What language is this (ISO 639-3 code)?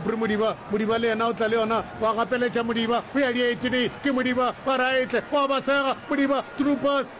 nso